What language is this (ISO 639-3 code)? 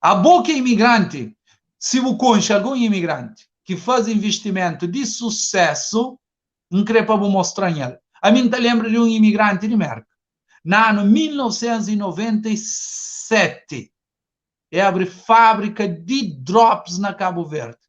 kea